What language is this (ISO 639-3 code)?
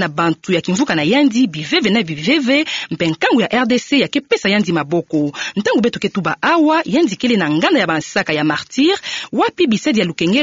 ktu